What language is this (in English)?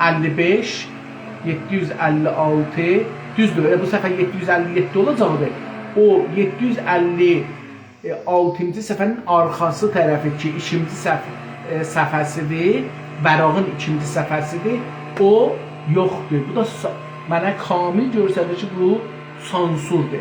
South Azerbaijani